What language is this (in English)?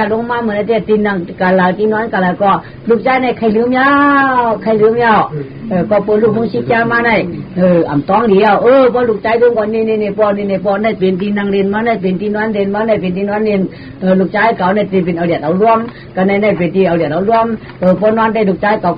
Shan